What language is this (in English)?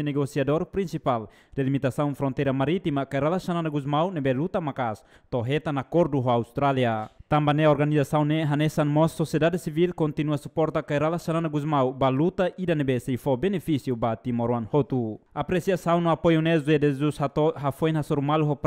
Tetum